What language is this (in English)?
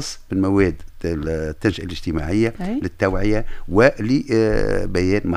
Tunisian Arabic